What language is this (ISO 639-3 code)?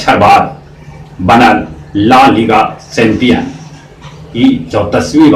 mag